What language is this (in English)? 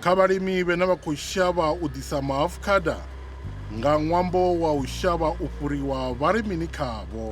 Venda